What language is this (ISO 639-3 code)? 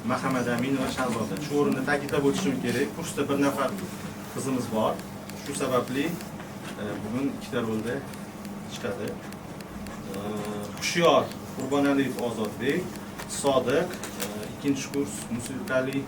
uzb